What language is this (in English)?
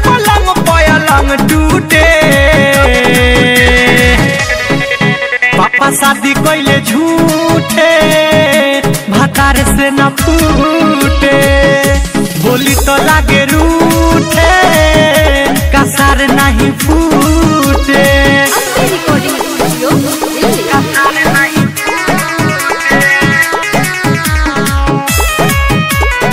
Bhojpuri